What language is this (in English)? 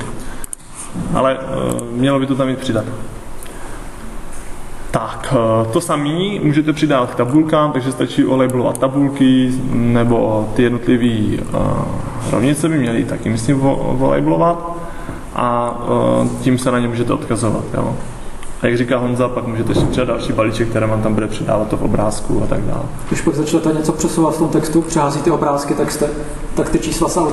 Czech